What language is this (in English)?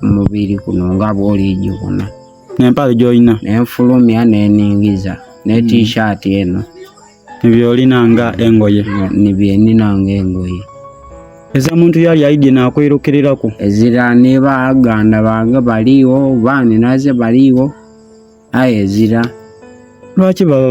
Soga